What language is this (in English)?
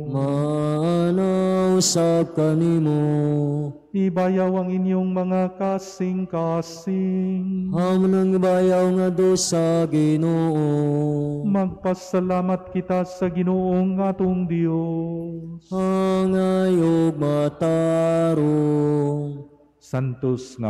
Cebuano